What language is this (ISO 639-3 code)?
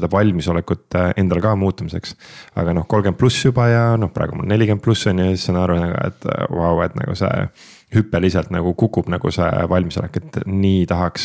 est